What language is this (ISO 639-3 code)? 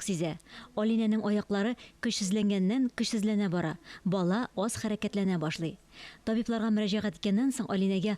tat